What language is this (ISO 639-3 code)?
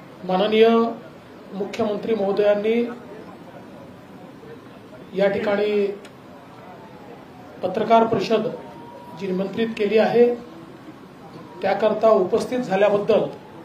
mar